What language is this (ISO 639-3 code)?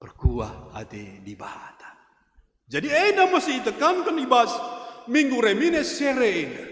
btx